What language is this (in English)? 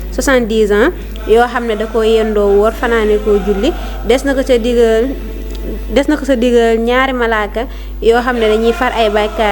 Wolof